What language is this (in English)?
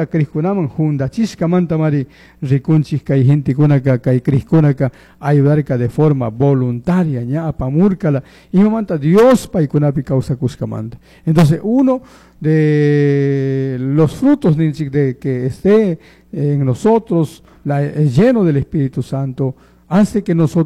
Chimborazo Highland Quichua